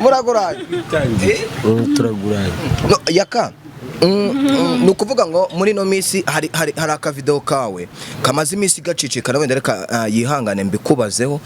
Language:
Kinyarwanda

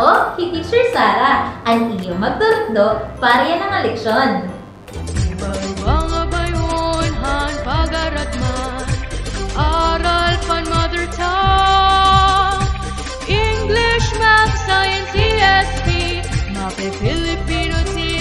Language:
Waray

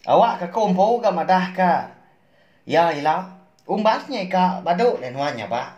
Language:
Iban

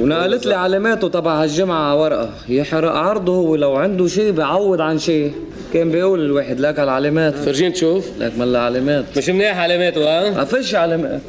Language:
North Levantine Arabic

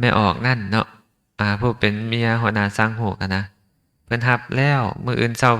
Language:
Lao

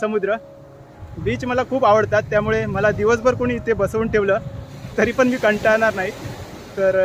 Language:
Marathi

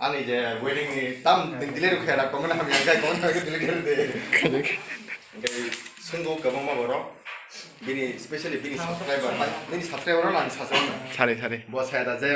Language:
Kok Borok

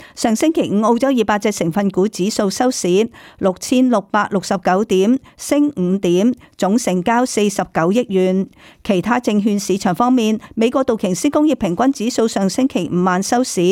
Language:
Cantonese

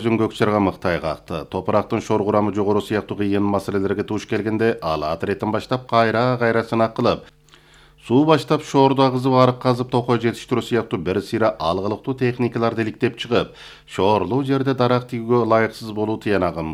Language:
Kyrgyz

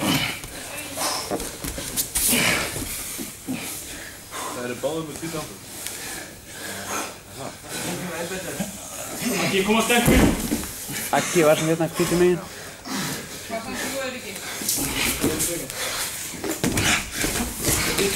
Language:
Icelandic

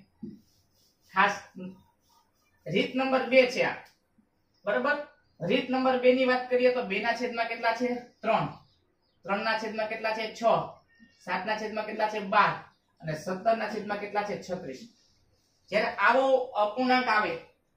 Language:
Gujarati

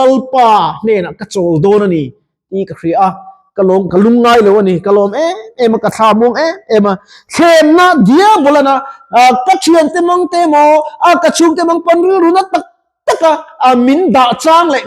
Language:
Mizo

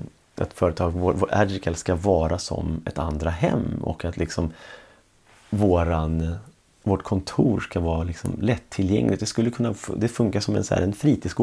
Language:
Swedish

